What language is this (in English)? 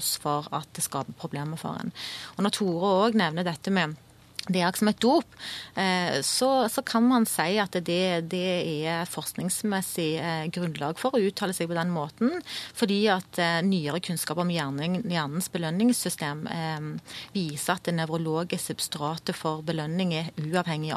Norwegian